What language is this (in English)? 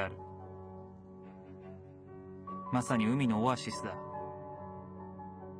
Japanese